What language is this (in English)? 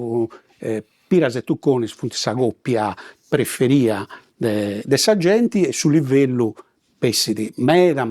Sardinian